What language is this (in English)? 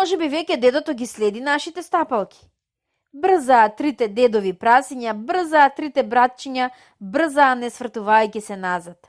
Macedonian